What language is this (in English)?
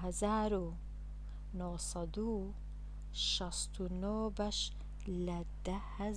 Central Kurdish